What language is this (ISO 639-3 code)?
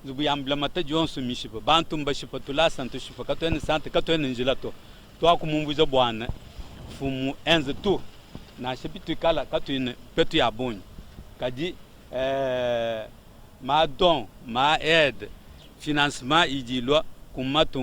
lua